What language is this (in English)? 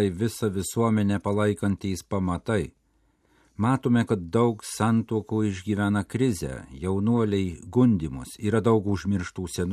Lithuanian